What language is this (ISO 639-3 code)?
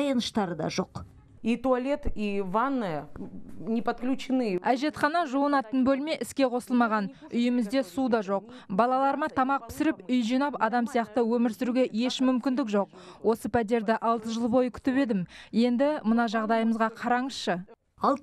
kaz